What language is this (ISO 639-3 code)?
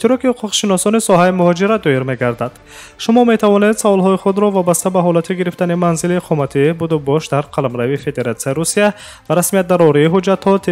tgk